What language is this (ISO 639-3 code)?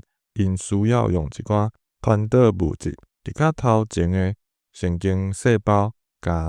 nan